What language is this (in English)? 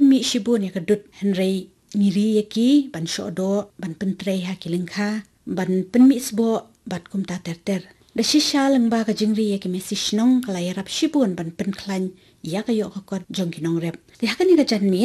Khasi